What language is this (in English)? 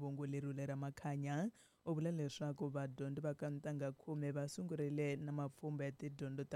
Tsonga